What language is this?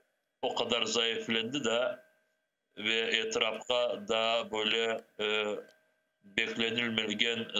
Crimean Tatar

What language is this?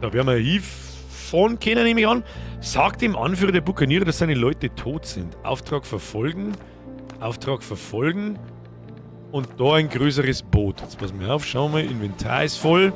Bavarian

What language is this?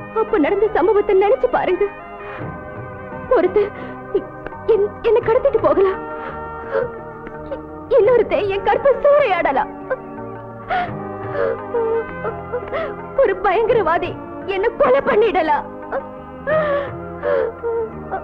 Tamil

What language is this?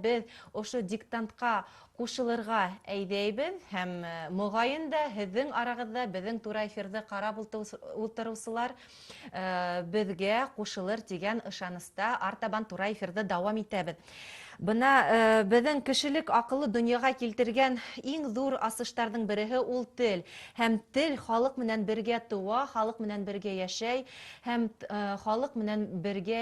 Bashkir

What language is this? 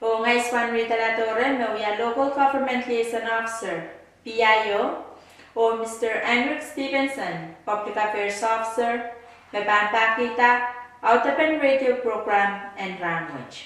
Pohnpeian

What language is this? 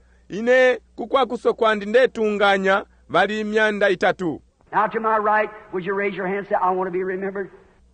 Bemba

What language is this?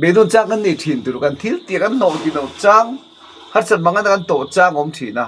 Mizo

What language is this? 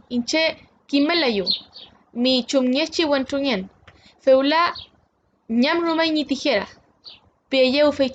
Mapuche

